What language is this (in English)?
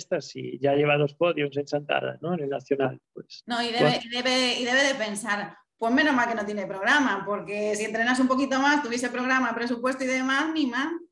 Spanish